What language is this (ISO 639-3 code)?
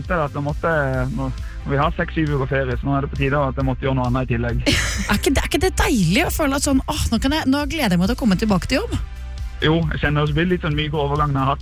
nor